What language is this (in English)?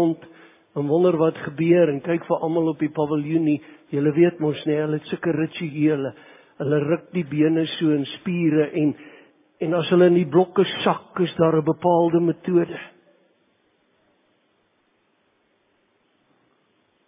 Afrikaans